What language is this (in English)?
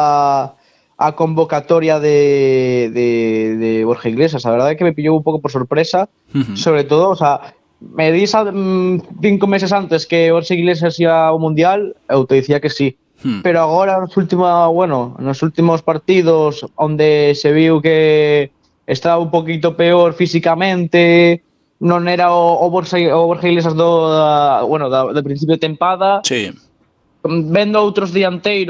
Galician